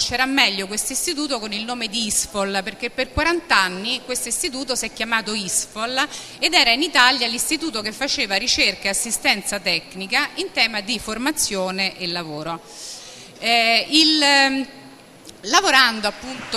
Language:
Italian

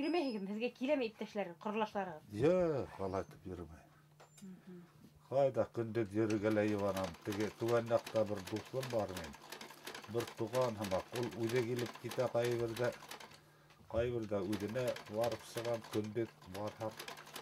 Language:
Bashkir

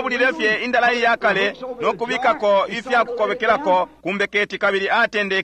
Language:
Bemba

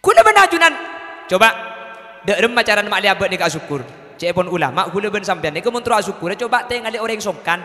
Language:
Madurese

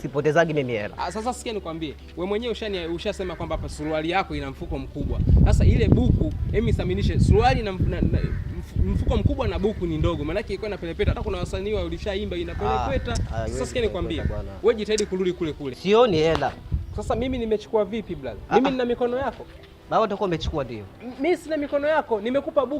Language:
Swahili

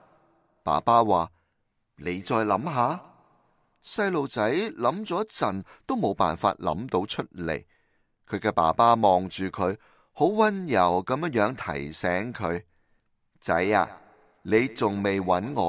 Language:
Cantonese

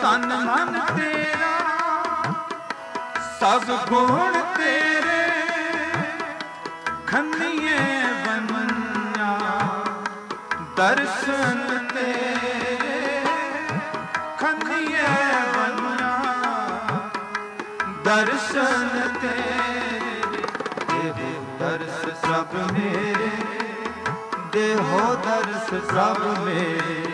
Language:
Punjabi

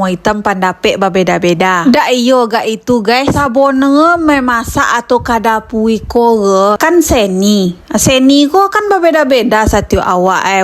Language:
Minangkabau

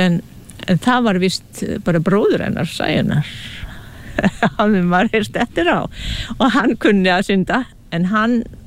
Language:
Icelandic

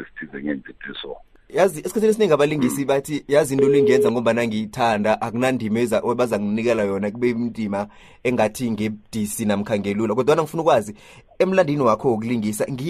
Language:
South Ndebele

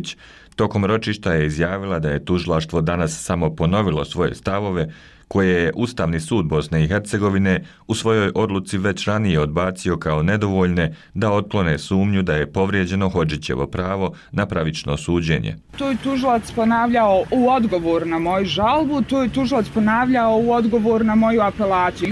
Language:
Bosnian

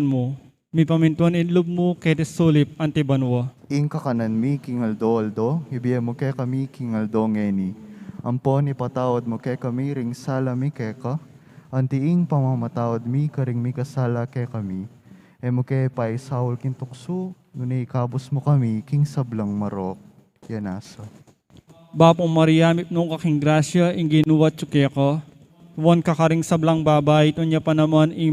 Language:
Pampanga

